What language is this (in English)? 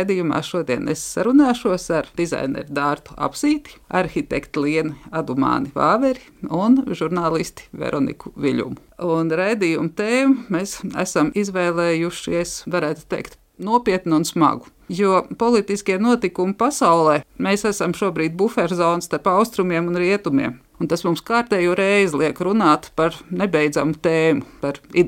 Latvian